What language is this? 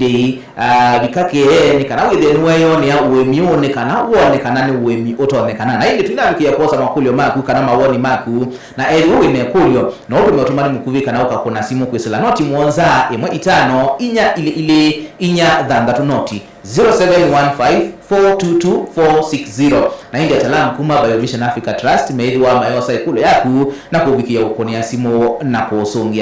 Kamba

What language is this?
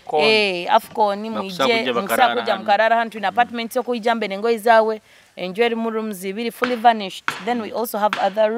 Nyoro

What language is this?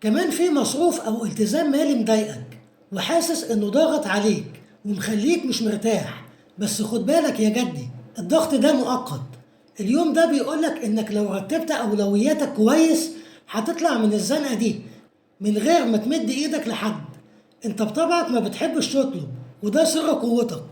Egyptian Arabic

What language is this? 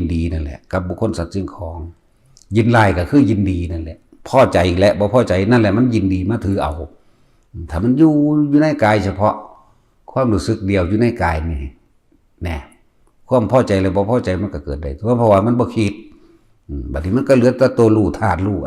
Northeastern Thai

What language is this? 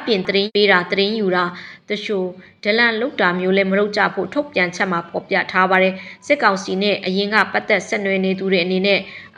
Burmese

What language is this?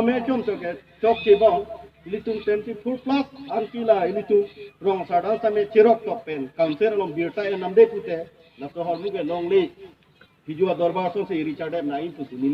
Karbi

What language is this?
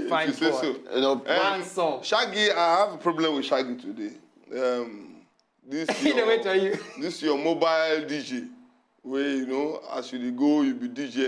Nigerian Pidgin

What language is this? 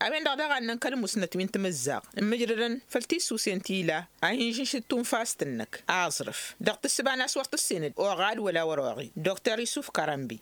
Tamasheq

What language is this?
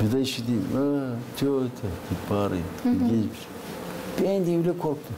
Gagauz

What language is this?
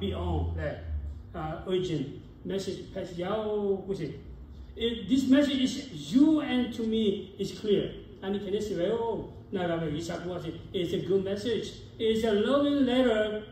Lahu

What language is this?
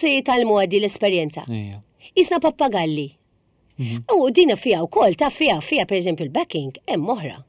Maltese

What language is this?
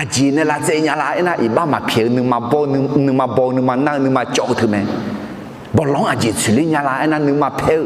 Akha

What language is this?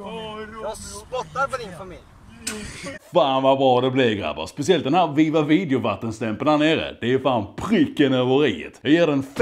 Swedish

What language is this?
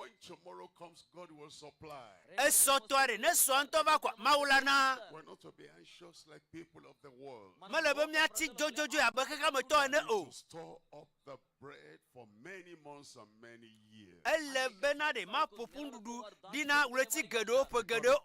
Ewe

